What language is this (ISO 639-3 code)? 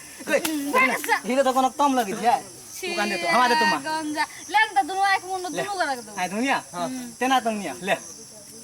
mai